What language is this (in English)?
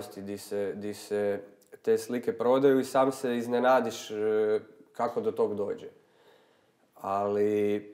Croatian